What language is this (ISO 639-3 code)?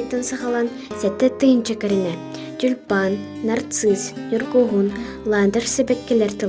sah